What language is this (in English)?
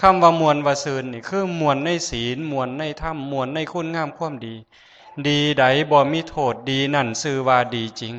Lao